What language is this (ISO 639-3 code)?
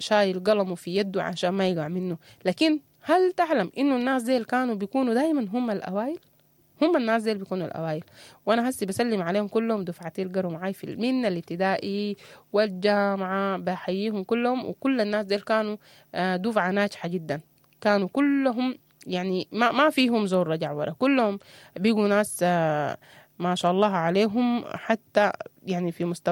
apd